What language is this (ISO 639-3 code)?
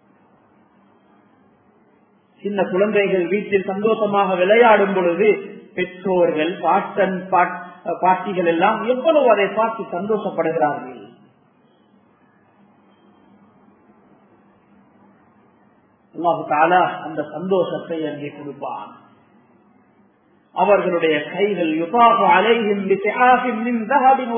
tam